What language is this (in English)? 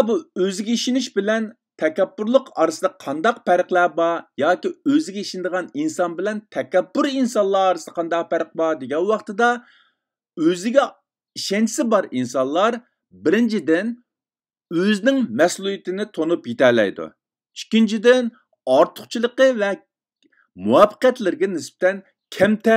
Uyghur